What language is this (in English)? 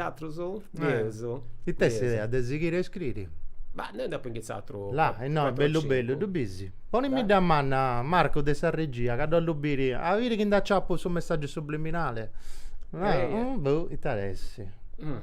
Sardinian